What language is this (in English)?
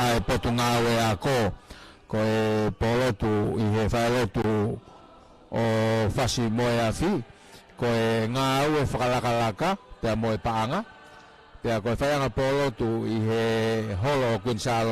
Tongan